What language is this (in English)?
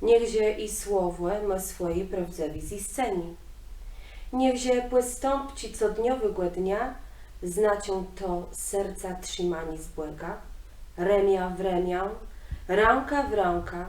Kashubian